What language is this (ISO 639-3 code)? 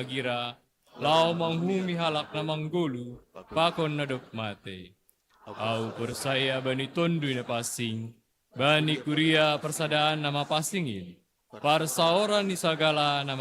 bts